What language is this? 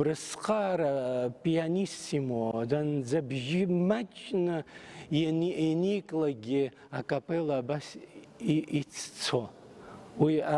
Abkhazian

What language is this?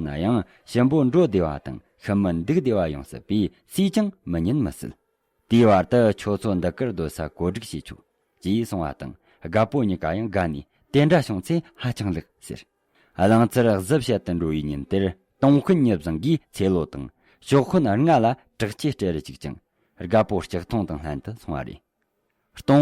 Tibetan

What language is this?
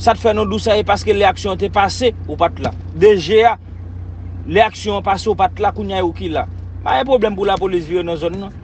Haitian Creole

